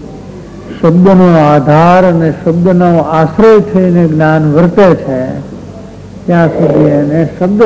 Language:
Gujarati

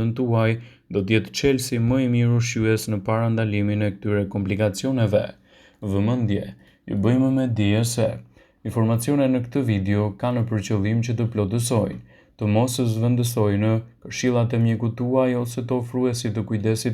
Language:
Albanian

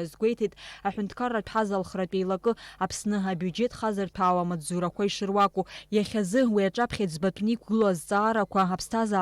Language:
Abkhazian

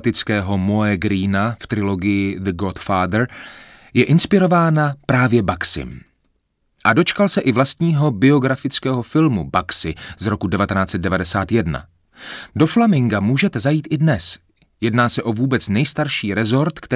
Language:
Czech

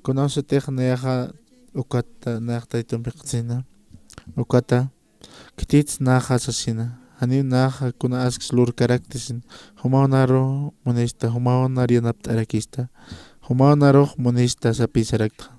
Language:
Aymara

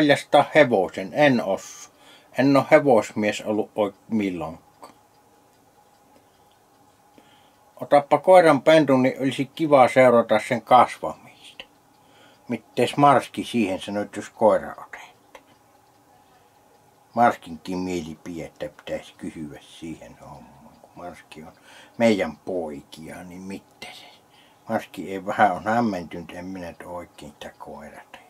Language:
Finnish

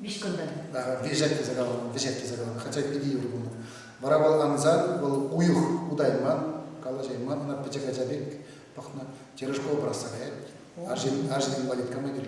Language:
Chuvash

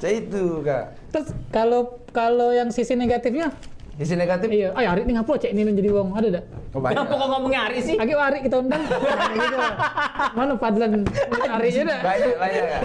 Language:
Musi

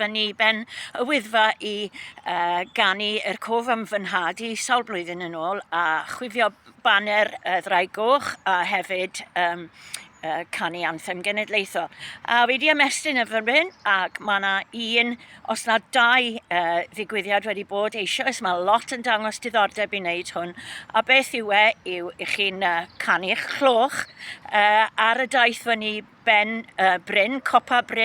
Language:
Welsh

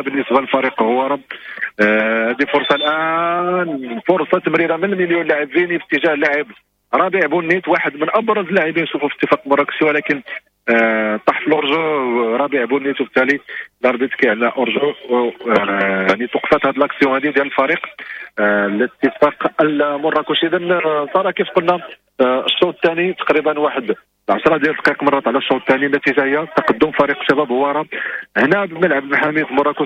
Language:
Moroccan Arabic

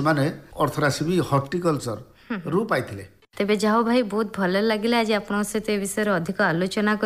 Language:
Odia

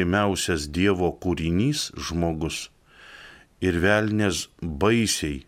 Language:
Lithuanian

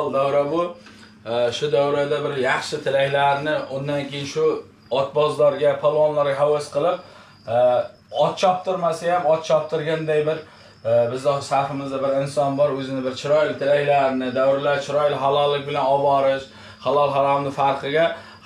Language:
Uzbek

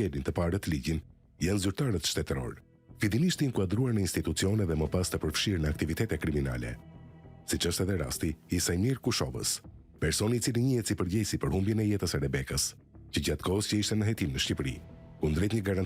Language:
Albanian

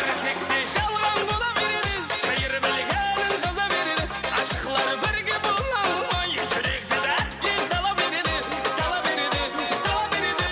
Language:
Kara-Kalpak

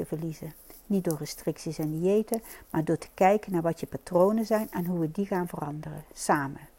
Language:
Dutch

